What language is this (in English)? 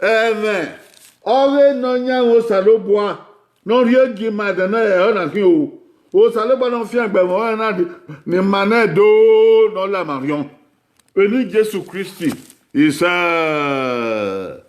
Bini